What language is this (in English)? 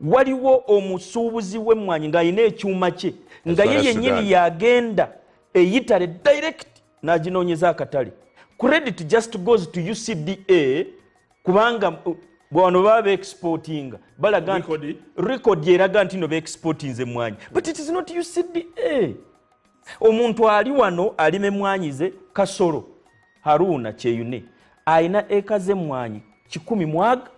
Ganda